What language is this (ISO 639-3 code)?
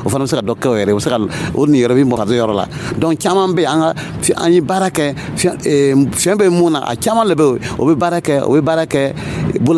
dyu